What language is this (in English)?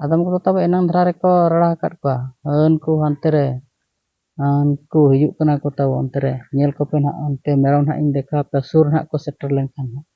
Santali